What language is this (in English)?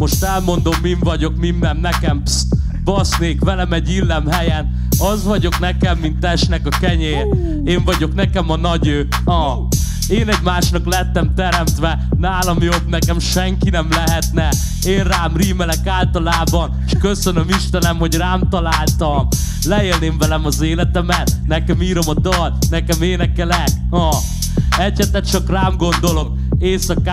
Hungarian